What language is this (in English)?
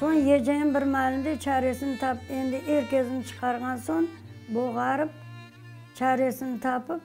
Crimean Tatar